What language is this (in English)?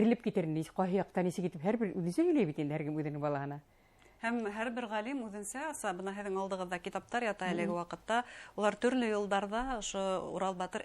Bashkir